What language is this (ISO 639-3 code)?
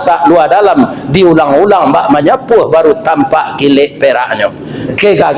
min